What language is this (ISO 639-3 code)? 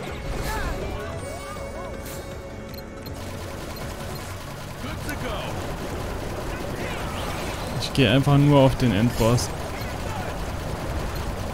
deu